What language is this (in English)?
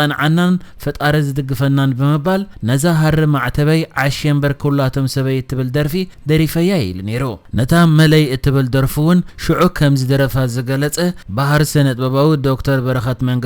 Tigrinya